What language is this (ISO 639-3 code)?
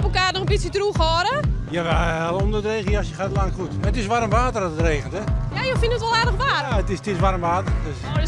fry